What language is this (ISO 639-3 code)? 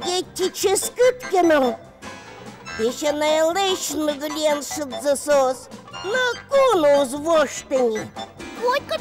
udm